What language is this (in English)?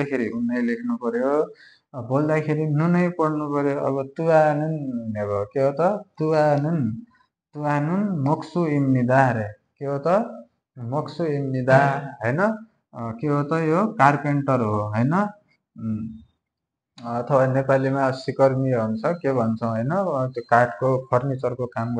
Nepali